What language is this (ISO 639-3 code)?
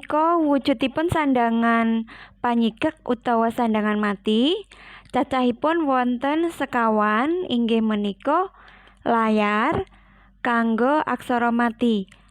jav